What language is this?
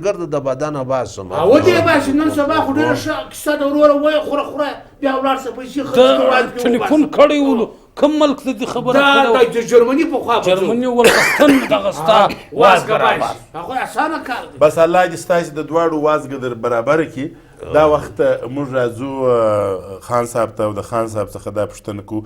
Pashto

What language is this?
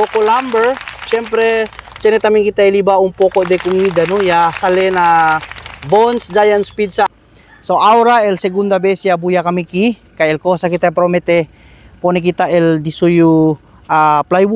Chavacano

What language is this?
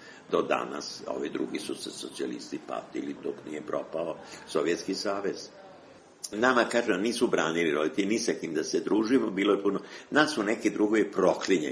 Serbian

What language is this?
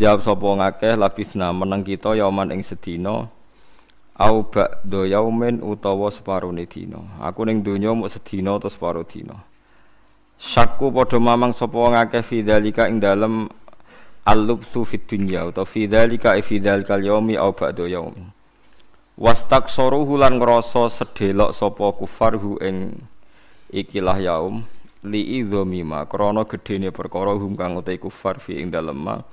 Javanese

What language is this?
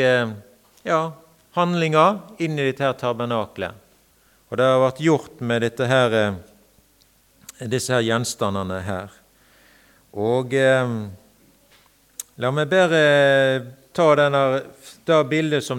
Norwegian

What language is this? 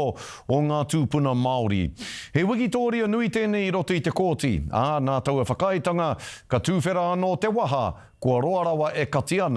Māori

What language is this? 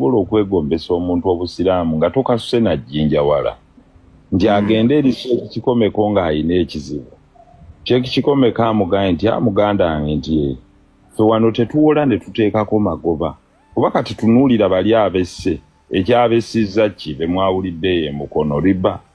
Ganda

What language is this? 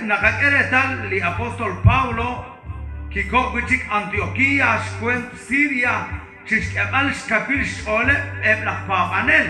Kekchí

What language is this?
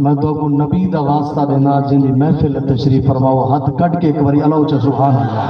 Saraiki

